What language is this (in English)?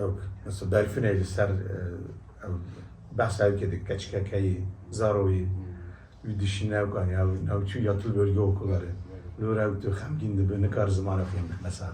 Kurdish